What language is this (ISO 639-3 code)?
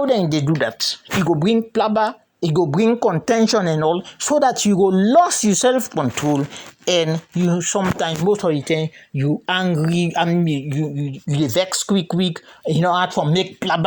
kri